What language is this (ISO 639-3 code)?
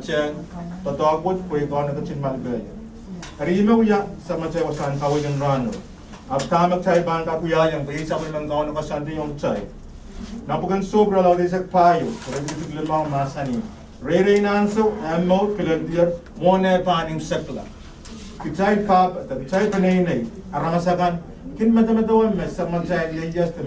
pon